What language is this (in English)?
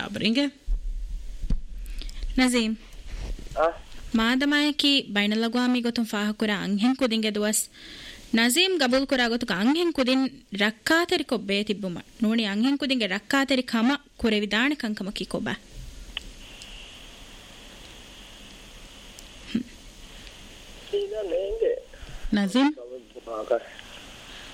Divehi